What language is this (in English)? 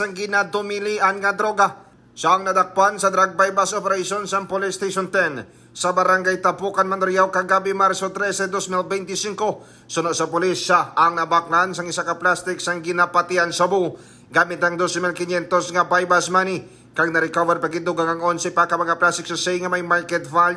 Hiligaynon